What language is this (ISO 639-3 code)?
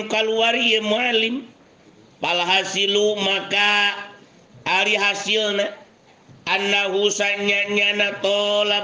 sun